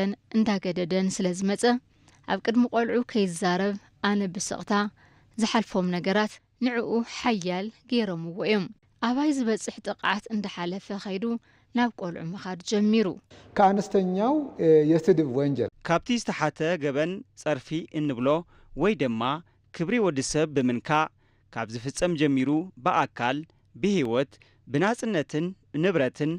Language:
Tigrinya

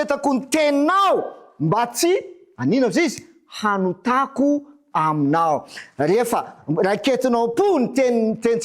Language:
Malagasy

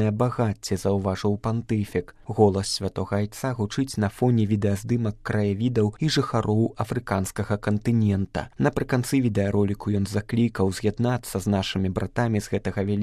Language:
Belarusian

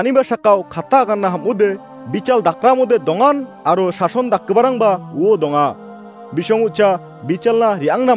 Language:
Garo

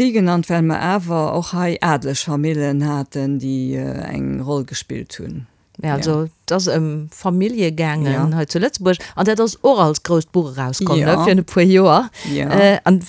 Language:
Luxembourgish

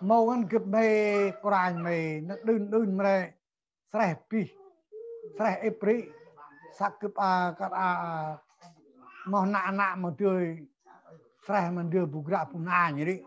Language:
Central Mnong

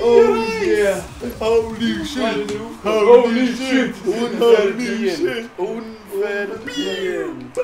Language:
Swiss German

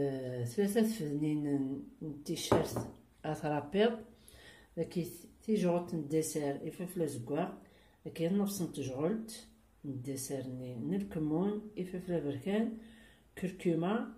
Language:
Kabyle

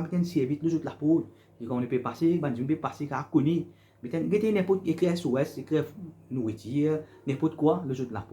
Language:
Morisyen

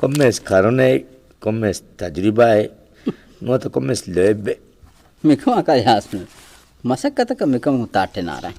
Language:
Divehi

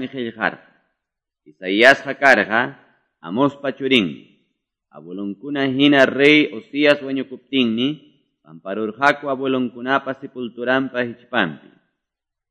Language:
Quechua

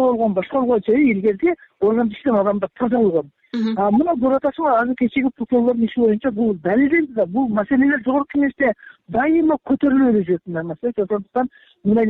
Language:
Kyrgyz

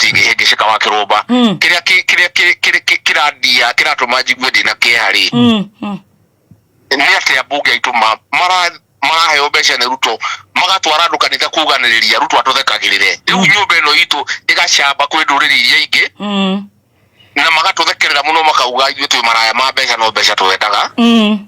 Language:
Kikuyu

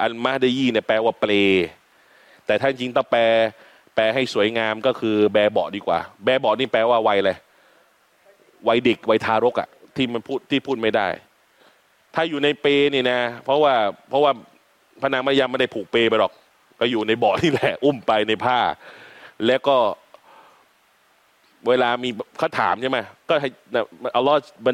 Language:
Thai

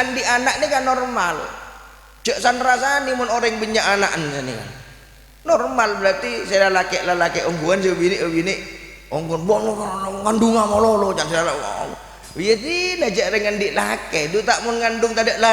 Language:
Madurese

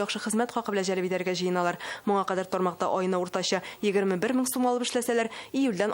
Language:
Tatar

